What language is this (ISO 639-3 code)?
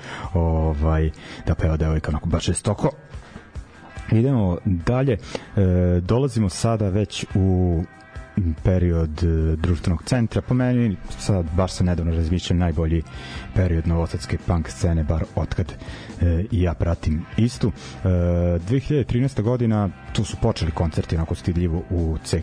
srp